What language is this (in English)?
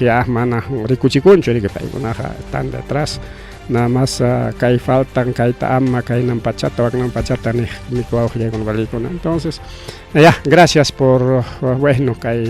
Ayacucho Quechua